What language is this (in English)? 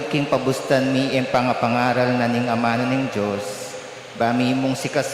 Pampanga